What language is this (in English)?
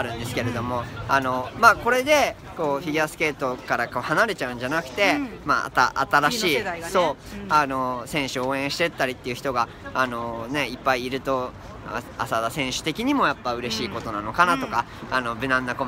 Japanese